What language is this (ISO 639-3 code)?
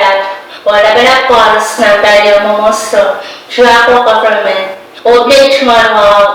pon